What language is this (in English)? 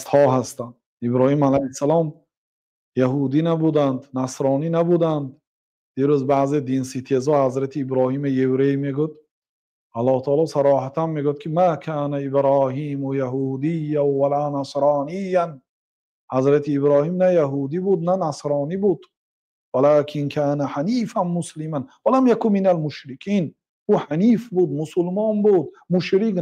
Tajik